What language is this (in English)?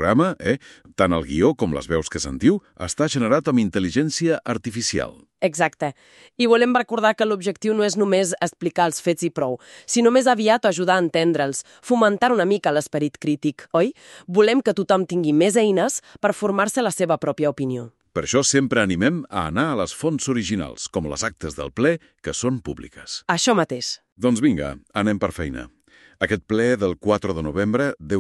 Catalan